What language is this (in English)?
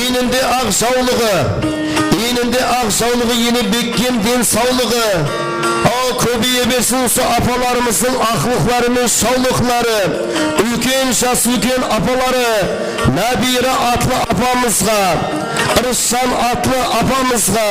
Kara-Kalpak